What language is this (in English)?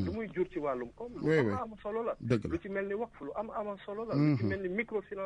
Wolof